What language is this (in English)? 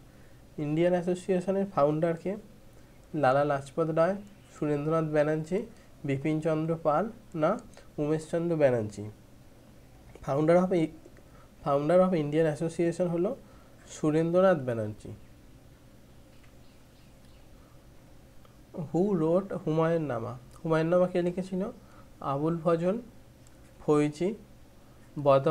Bangla